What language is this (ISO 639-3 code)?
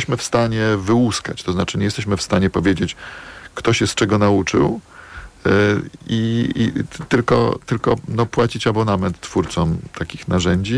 pol